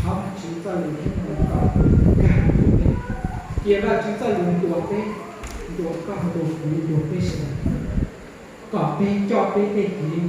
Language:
Hmong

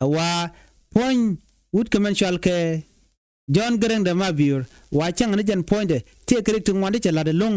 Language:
Nuer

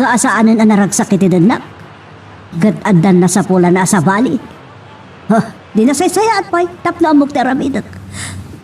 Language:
Iloko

